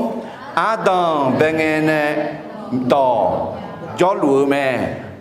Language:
Akha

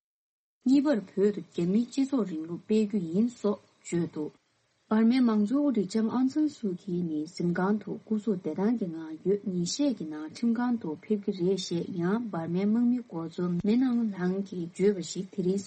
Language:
Tibetan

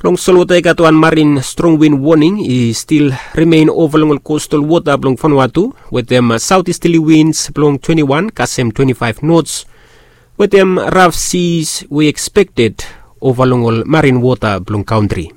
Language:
Bislama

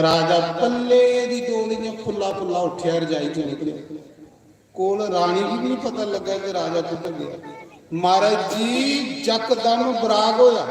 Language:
Dogri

